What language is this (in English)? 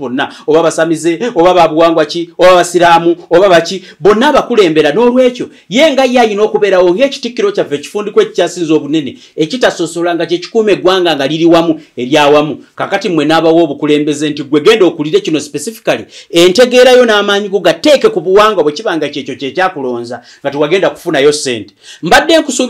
Ganda